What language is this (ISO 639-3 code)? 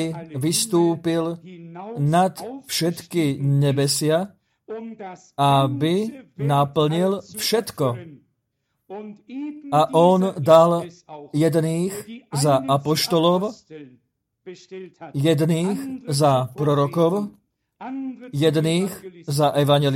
slk